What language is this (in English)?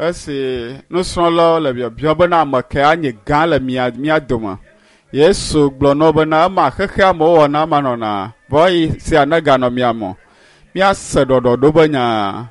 Ewe